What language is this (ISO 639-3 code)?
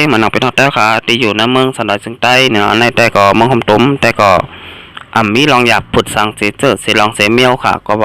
shn